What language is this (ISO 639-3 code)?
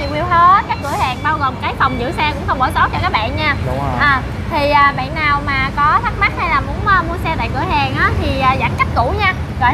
vie